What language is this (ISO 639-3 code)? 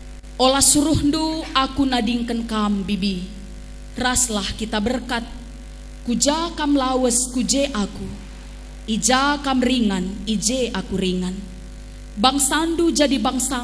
btx